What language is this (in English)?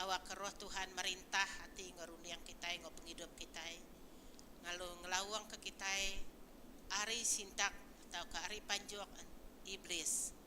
Iban